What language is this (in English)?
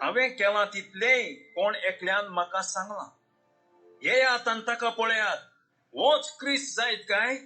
Konkani